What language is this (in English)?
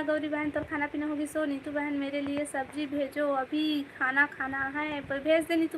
Chhattisgarhi